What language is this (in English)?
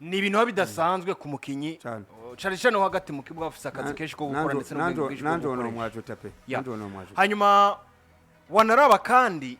Rundi